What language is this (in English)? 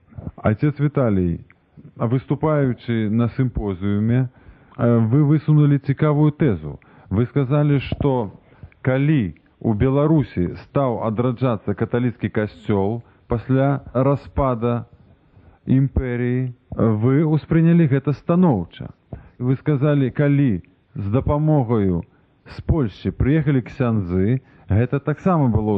Belarusian